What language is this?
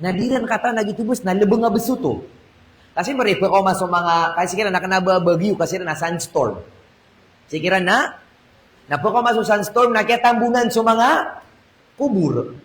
Maranao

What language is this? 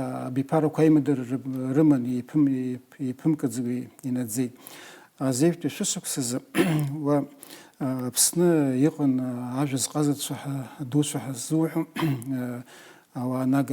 Abkhazian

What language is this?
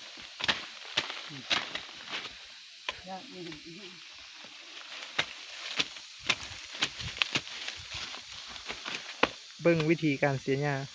Lao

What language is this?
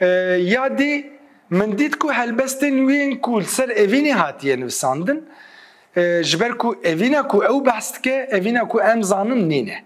Kurdish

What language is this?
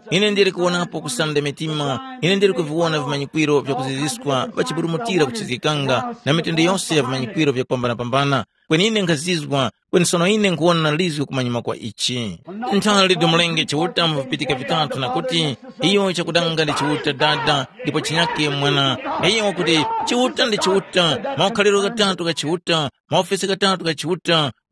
Tumbuka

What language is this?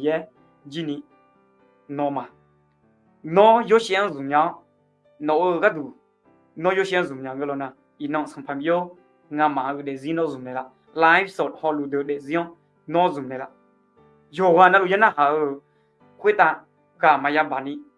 Akha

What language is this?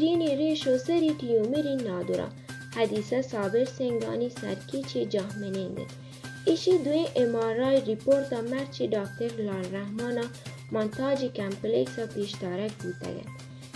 Baluchi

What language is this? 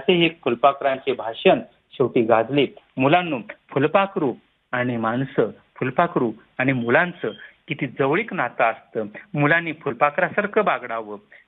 Marathi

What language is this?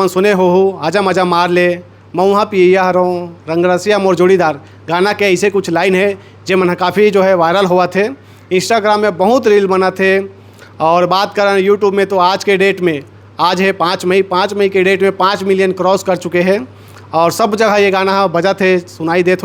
Chhattisgarhi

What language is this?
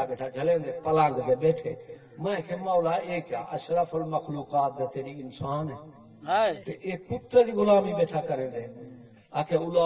Saraiki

